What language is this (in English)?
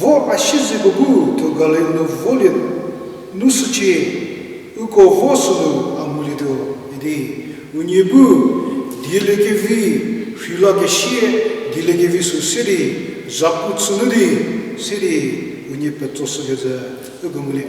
Angami Naga